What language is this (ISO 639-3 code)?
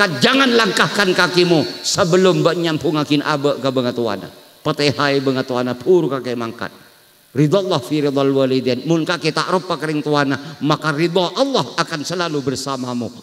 mad